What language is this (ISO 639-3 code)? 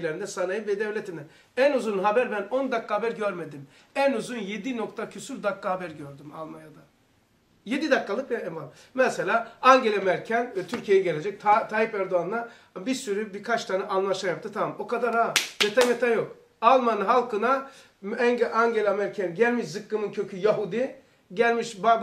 tur